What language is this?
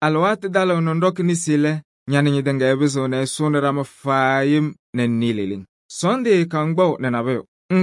Kabiyè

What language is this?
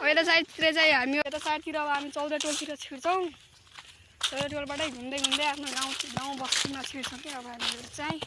Nepali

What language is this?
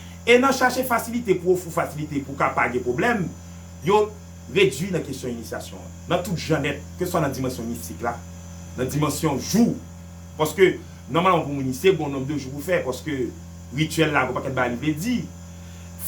Haitian Creole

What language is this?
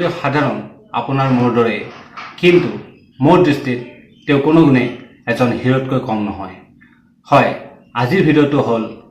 Assamese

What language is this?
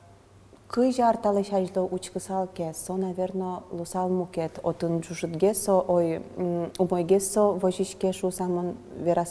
Udmurt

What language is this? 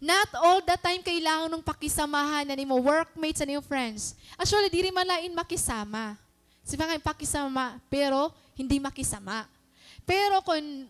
Waray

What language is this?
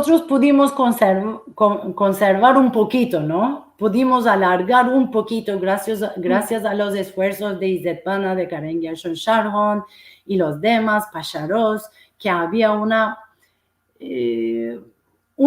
Ladino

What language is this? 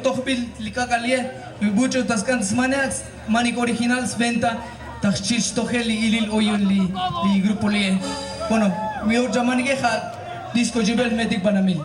Tzotzil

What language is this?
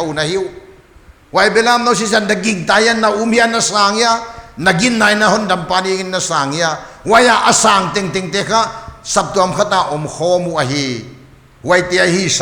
Paite Chin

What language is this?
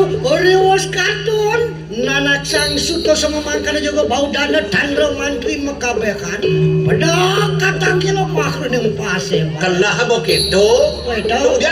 Balinese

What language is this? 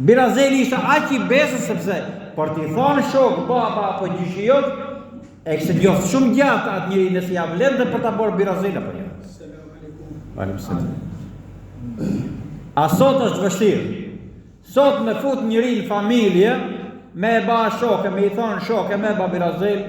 Albanian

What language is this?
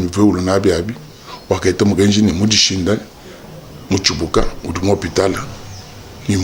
Luba-Lulua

